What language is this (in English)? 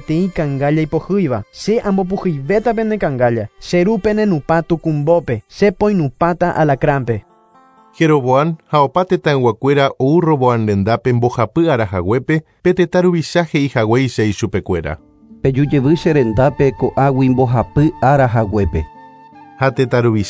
Guarani